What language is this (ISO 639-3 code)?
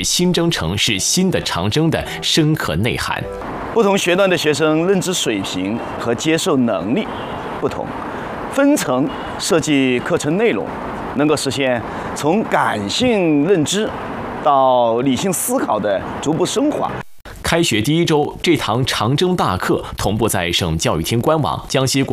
zho